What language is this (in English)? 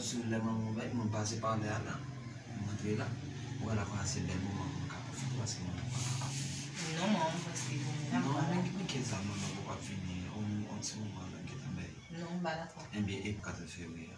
Haitian Creole